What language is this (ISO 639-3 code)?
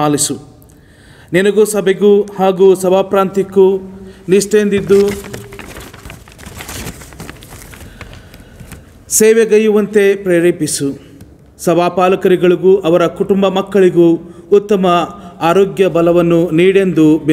kan